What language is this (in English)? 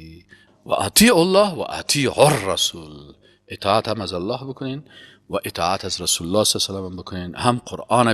Persian